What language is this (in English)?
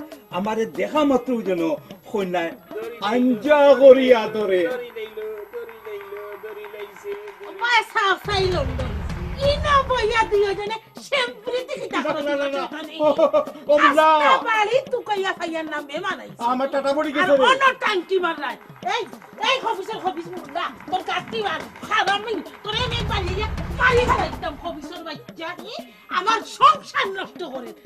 Sylheti